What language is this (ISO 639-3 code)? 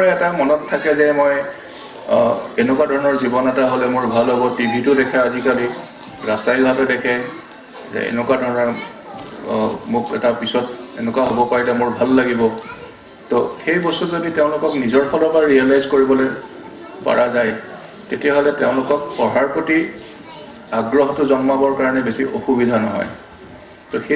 asm